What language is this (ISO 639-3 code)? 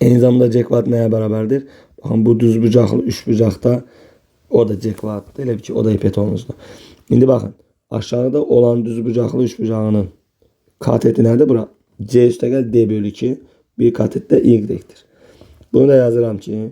aze